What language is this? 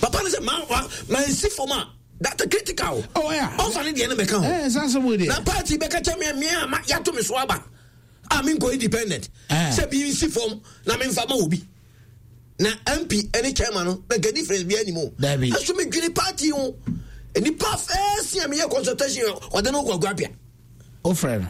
Akan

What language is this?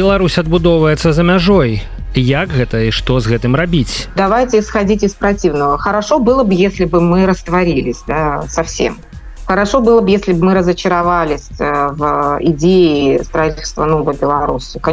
Belarusian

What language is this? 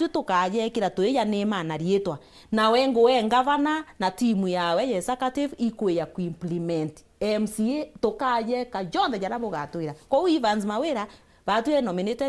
Meru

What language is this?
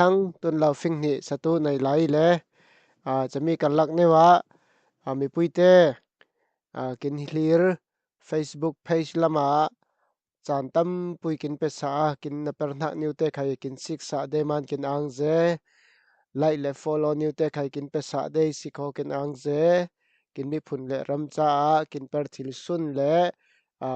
Falam Chin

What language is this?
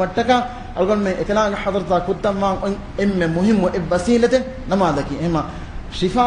Divehi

